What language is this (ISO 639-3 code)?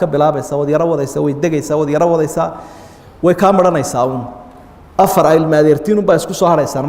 som